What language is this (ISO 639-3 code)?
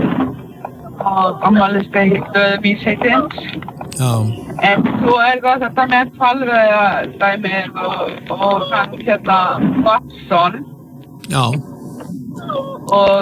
isl